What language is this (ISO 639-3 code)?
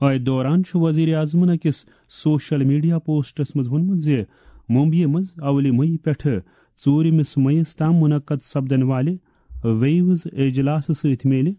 kas